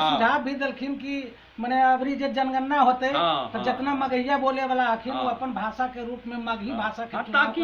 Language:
Magahi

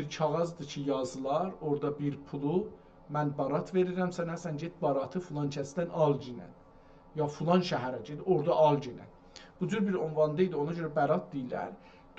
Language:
South Azerbaijani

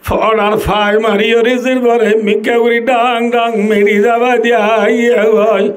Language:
Rohingya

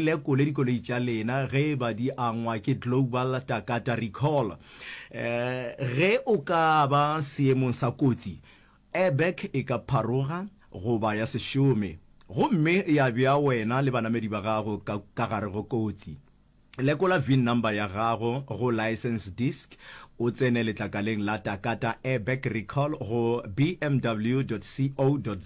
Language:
Northern Sotho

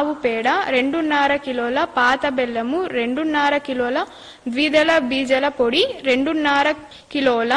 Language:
Telugu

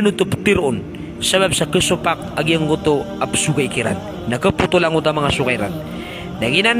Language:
Maranao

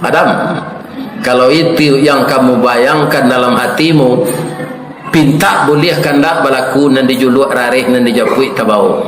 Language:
Minangkabau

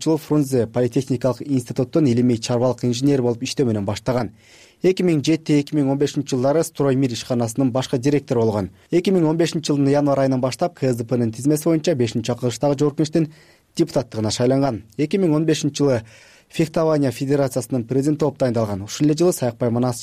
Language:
Kyrgyz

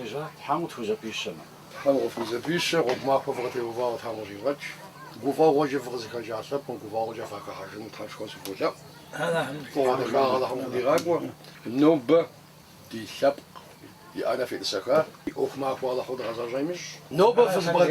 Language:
Kabardian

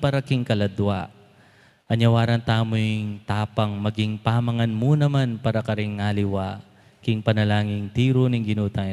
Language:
Pampanga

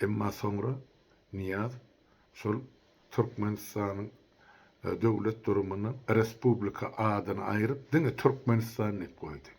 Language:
Turkmen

